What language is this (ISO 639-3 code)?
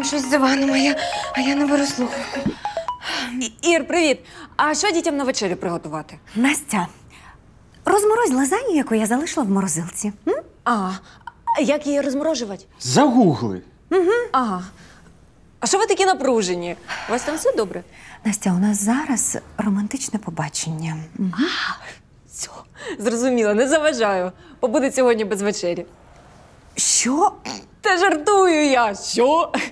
ukr